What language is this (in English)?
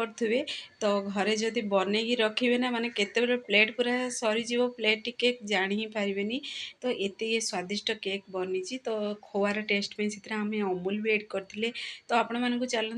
Odia